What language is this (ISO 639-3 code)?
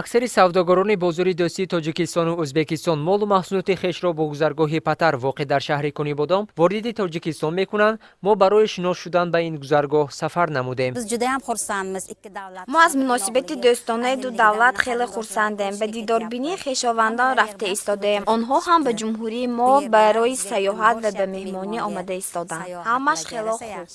tgk